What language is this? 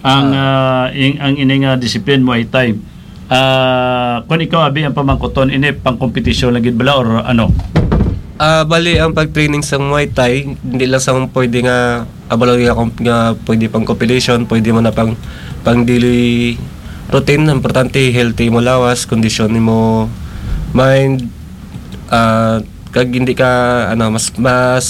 Hiligaynon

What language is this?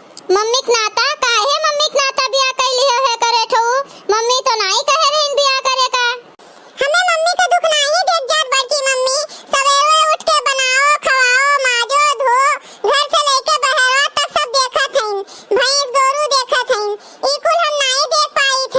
Awadhi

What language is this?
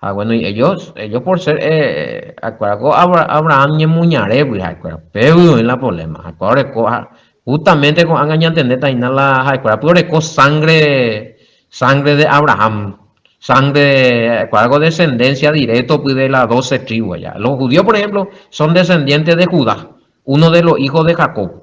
Guarani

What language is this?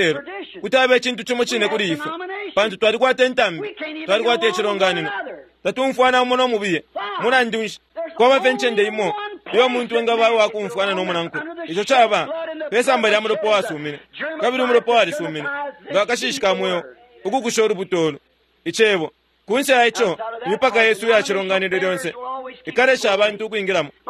Bemba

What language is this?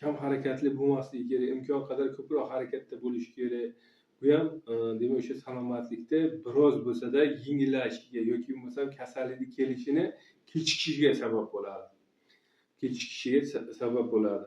Uzbek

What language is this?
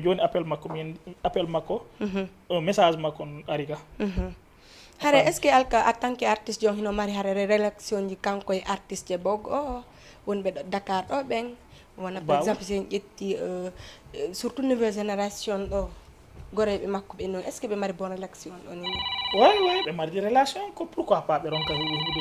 Fula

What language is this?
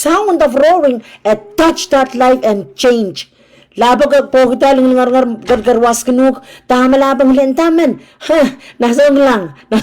Pohnpeian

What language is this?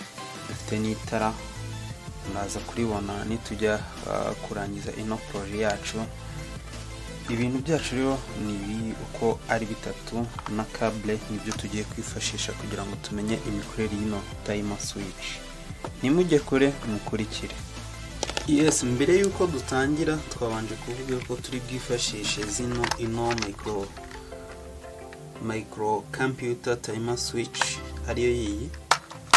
Kinyarwanda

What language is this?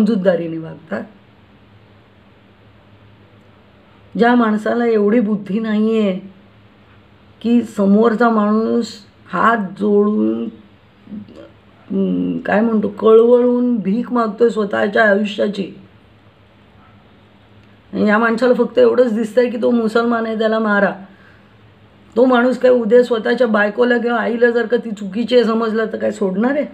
Marathi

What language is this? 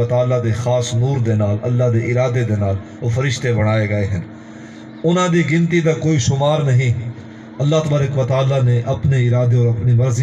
Saraiki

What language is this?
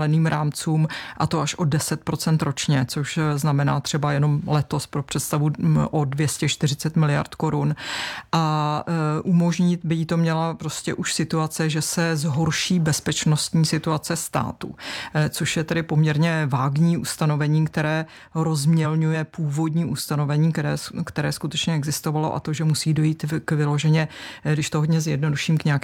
Czech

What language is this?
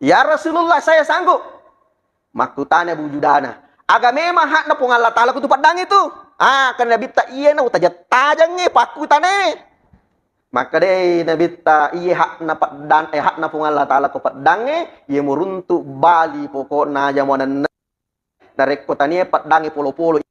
Buginese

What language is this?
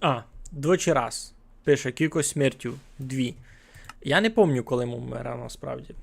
Rusyn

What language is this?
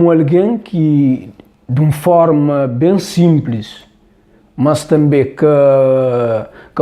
Kabuverdianu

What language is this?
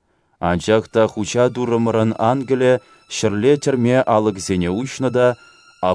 Chuvash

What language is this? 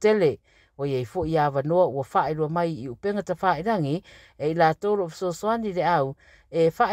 Samoan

